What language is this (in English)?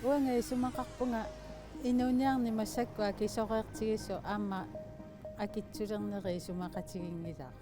Kalaallisut